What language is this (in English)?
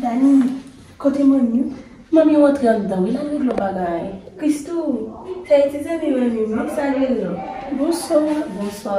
Haitian Creole